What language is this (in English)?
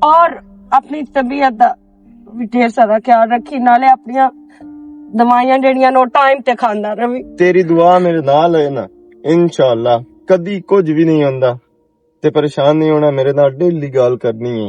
Western Panjabi